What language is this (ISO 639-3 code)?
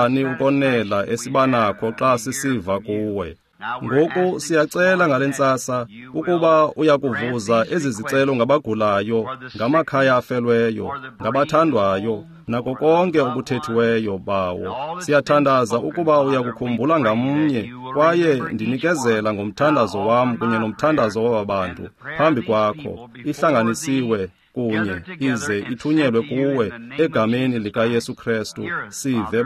xho